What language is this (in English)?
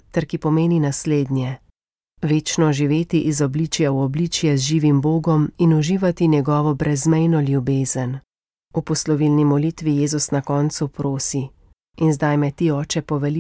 Slovenian